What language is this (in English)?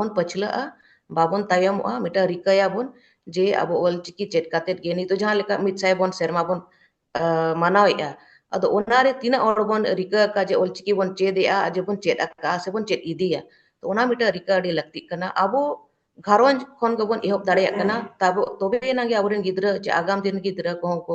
Santali